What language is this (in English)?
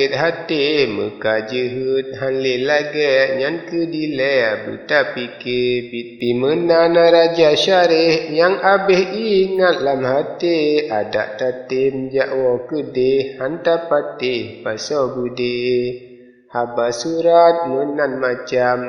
Achinese